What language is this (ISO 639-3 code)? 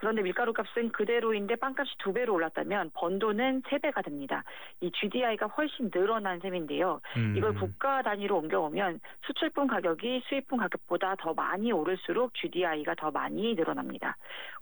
kor